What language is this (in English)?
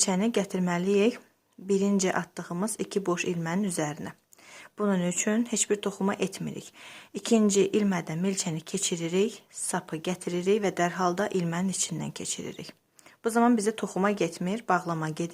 Azerbaijani